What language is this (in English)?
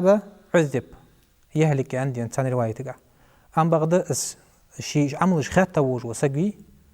Ingush